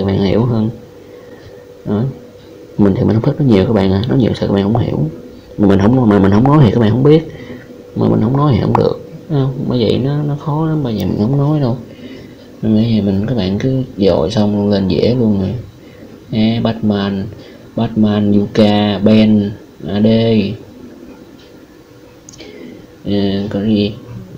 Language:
Vietnamese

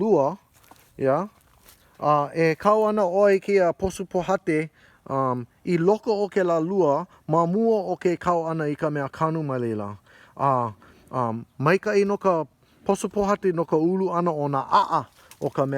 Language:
Hawaiian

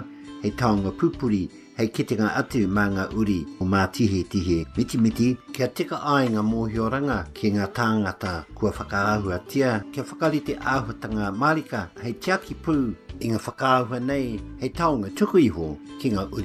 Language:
Māori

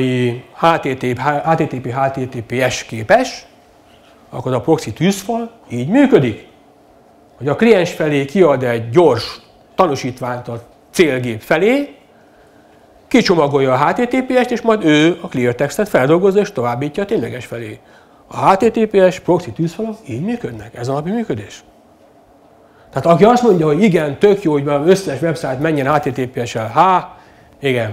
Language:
Hungarian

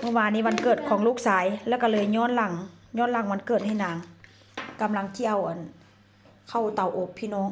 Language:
Northeastern Thai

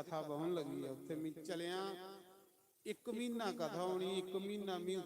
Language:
Dogri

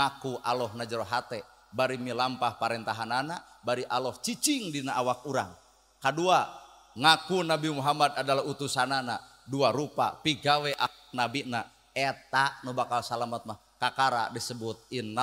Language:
Sundanese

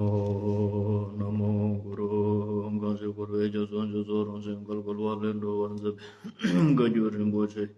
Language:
Ladakhi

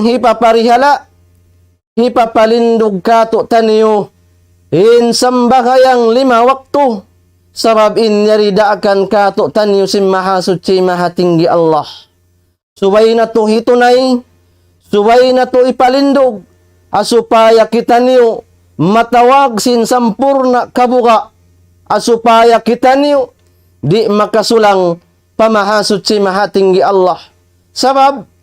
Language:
Tausug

